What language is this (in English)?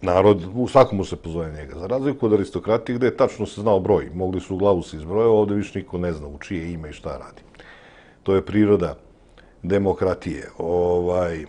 Serbian